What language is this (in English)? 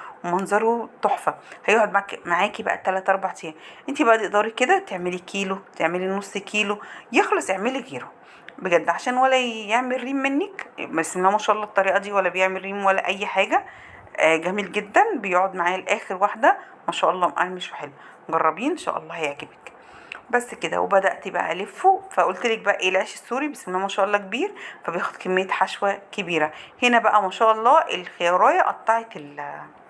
Egyptian Arabic